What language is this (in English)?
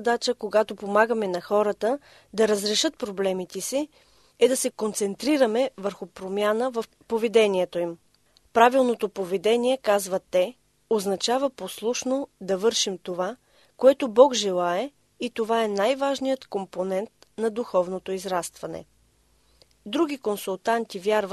Bulgarian